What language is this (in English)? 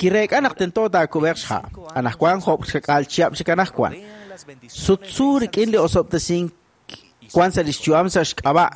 Kekchí